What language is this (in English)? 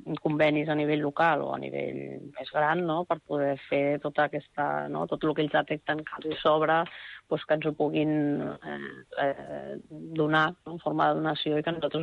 Catalan